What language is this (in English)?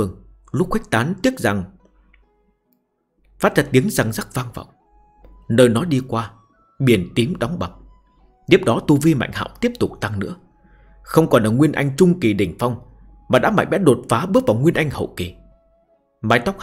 Vietnamese